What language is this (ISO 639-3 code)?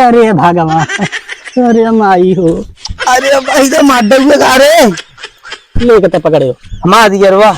awa